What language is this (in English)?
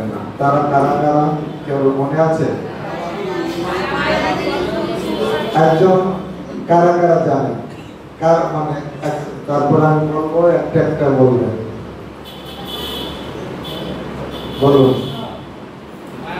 Bangla